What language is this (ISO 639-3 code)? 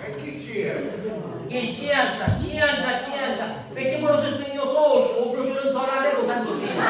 scn